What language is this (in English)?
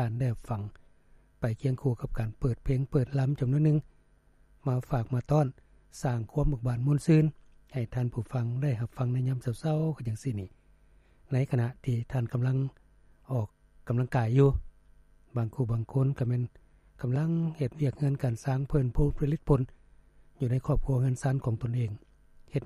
Lao